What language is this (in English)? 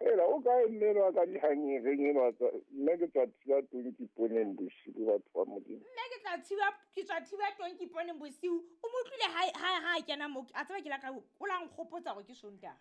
Southern Sotho